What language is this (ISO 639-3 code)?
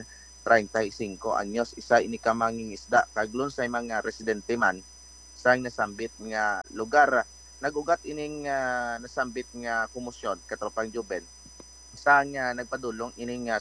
hil